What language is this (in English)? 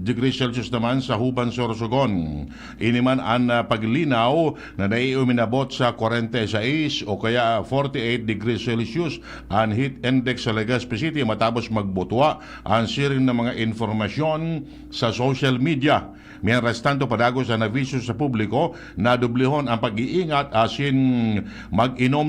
Bikol